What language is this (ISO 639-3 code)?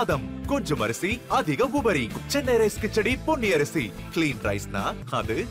tam